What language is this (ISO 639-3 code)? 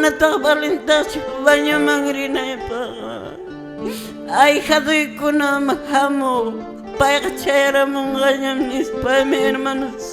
que